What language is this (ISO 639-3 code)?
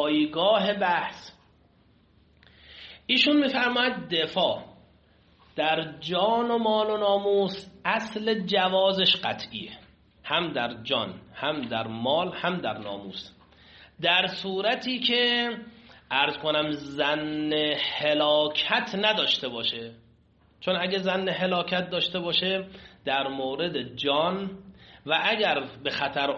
fas